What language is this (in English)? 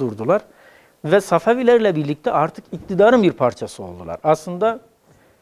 Turkish